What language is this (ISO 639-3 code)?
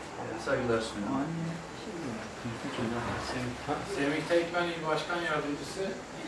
tur